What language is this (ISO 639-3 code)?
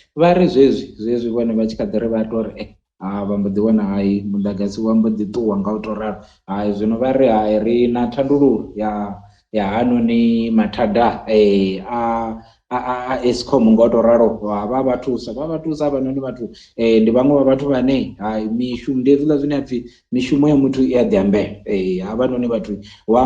ven